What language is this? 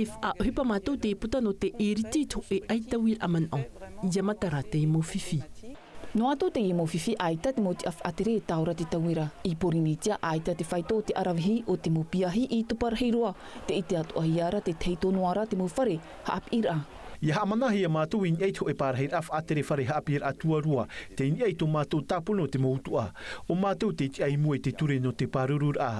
Tahitian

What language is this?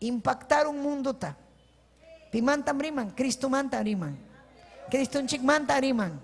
Ayacucho Quechua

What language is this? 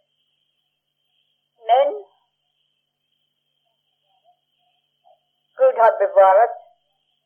Swedish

